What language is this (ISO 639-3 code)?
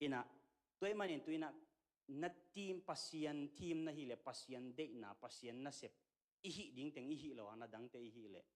ctd